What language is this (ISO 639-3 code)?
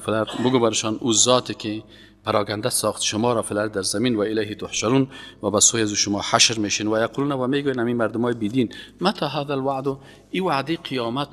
fas